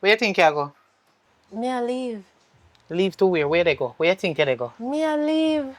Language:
Jamaican Creole English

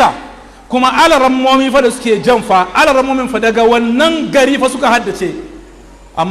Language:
Hausa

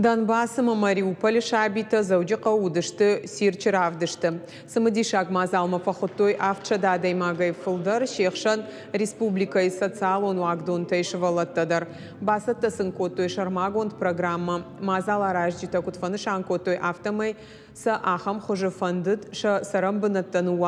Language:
Ossetic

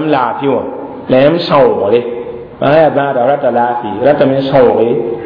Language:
Mossi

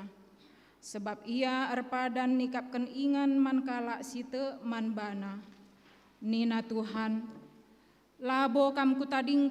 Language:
Batak Karo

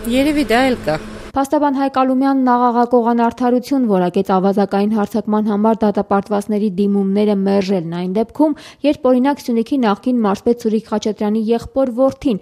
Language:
Armenian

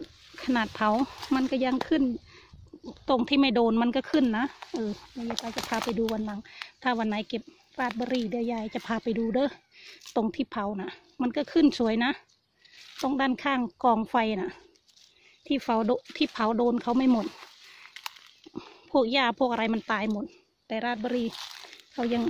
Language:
Thai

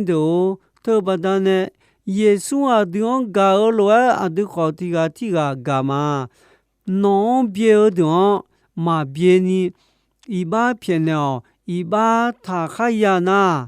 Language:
Akha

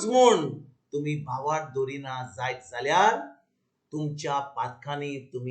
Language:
Konkani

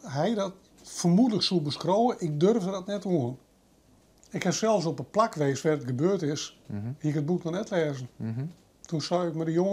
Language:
Western Frisian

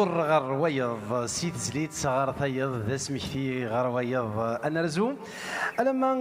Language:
Kabyle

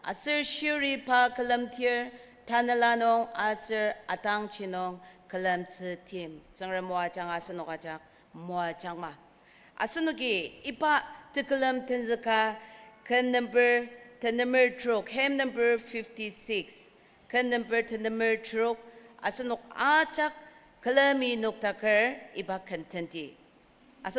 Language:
Ao Naga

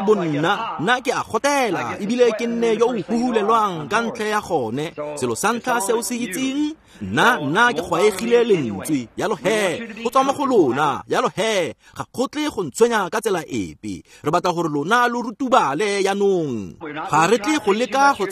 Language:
Tswana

